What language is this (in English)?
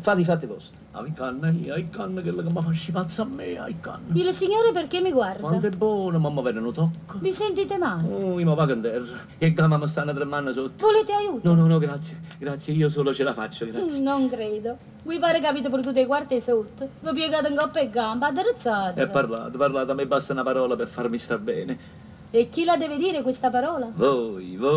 Neapolitan